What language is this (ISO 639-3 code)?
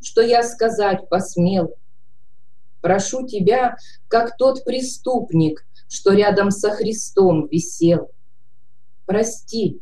rus